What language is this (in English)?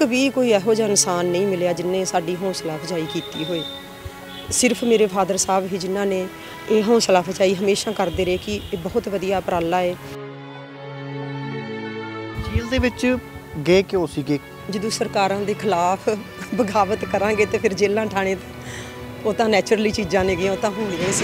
Punjabi